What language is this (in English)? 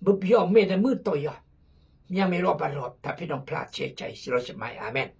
Khmu